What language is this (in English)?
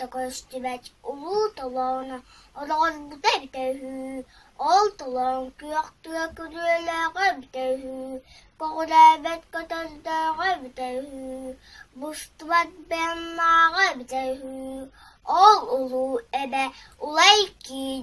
Yakut